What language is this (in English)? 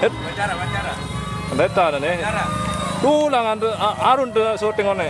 Sasak